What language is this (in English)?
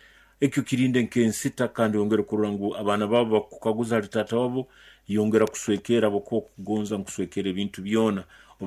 Nyoro